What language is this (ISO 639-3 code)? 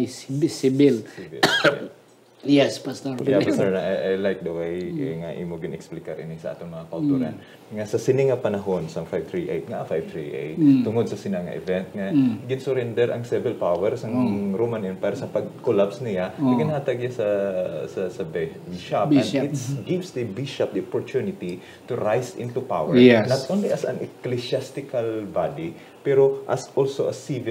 hil